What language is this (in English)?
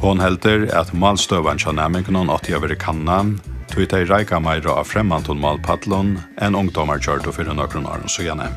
Faroese